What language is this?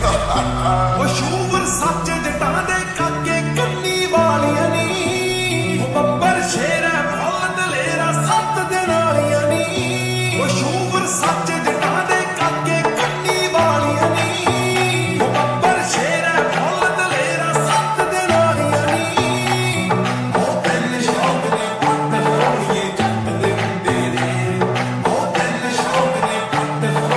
Punjabi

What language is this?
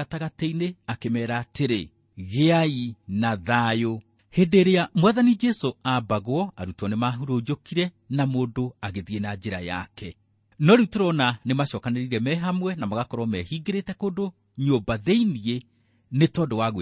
Kikuyu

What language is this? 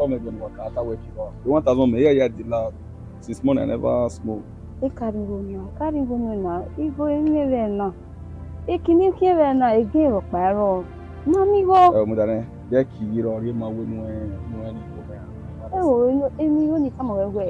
Bini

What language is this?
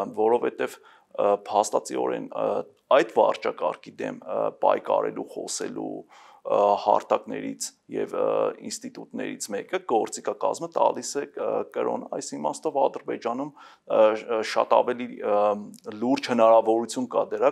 Armenian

